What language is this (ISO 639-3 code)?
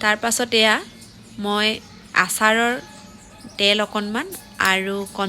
asm